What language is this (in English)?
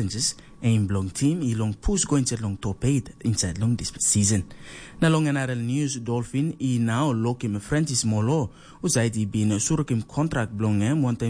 Tok Pisin